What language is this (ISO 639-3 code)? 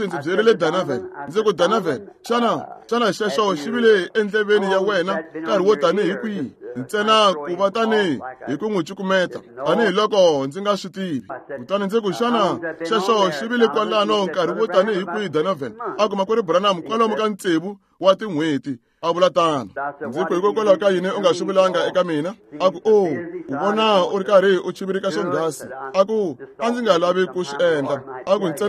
tso